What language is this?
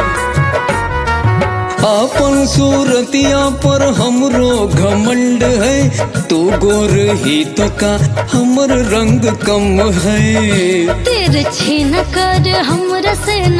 Bhojpuri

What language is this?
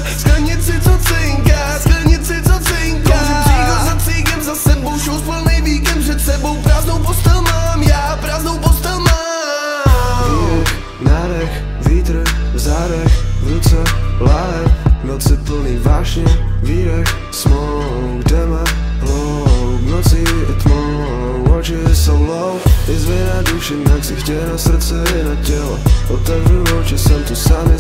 Czech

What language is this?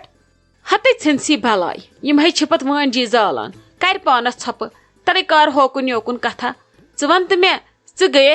Kashmiri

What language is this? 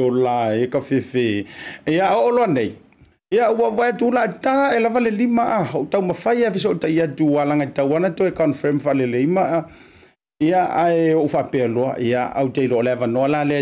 Samoan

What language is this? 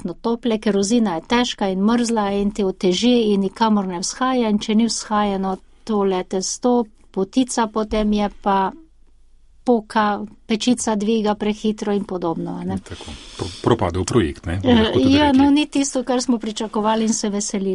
Slovenian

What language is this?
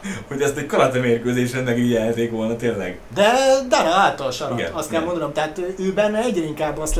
Hungarian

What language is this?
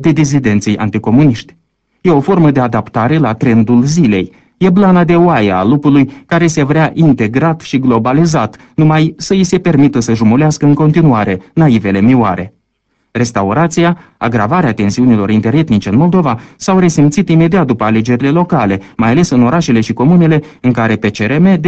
Romanian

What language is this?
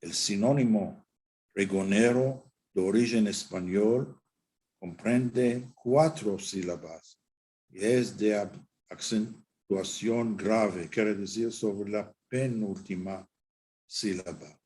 Ladino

